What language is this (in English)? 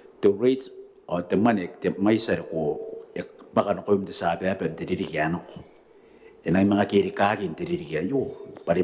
Gilbertese